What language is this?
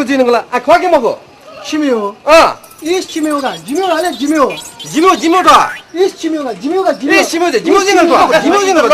Newari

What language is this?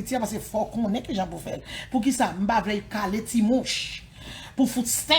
Haitian Creole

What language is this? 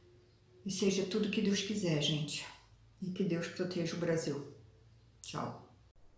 Portuguese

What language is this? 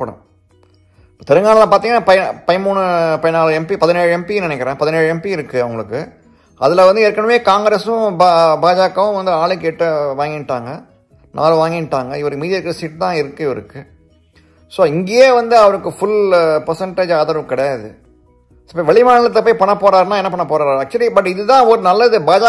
Tamil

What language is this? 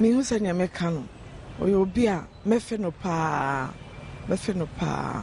Akan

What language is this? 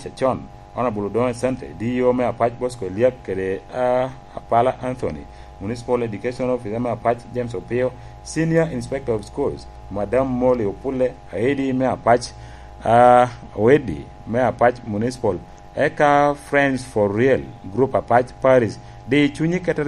Lango (Uganda)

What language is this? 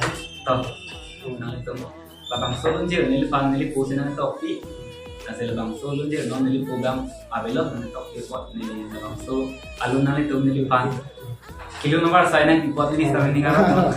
Karbi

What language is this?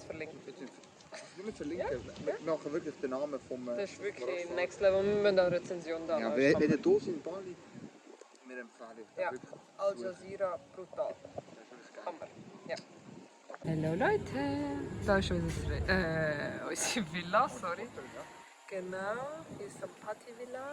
Swiss German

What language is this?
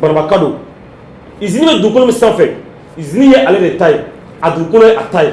Bambara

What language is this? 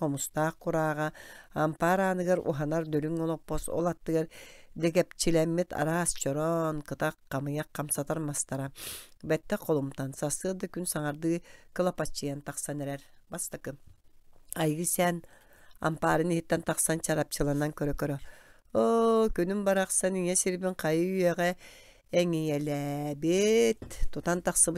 Yakut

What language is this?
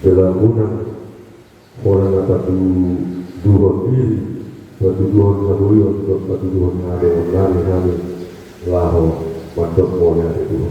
Batak Toba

